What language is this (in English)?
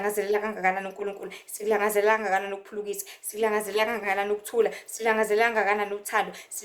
Zulu